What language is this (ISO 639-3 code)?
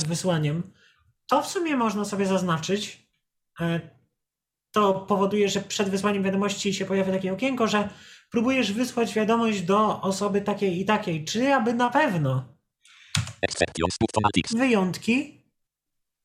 pol